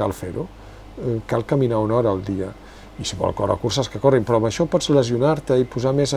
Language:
Catalan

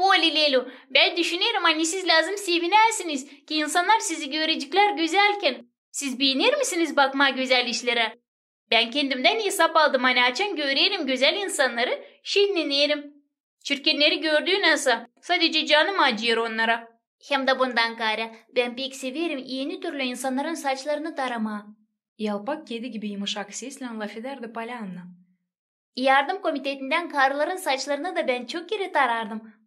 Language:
Gagauz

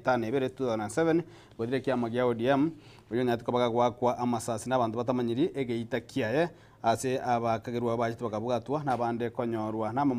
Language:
Gusii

